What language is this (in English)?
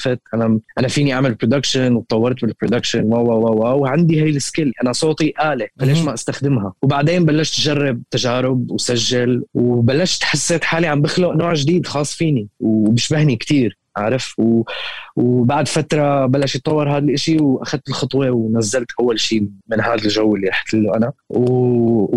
North Levantine Arabic